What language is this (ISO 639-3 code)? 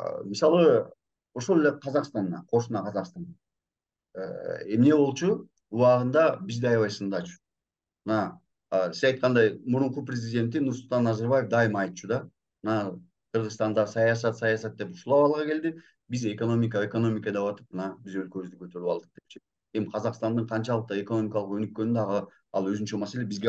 kir